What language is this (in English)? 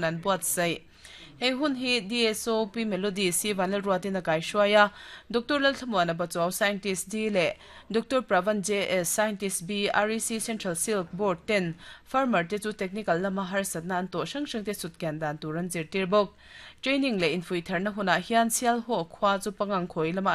Mizo